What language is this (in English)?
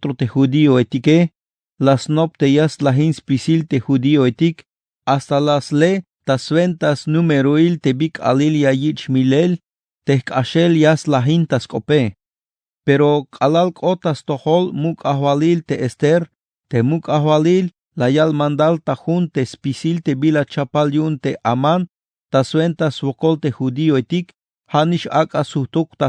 Tzeltal